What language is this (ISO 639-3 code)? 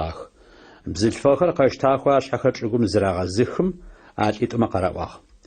ady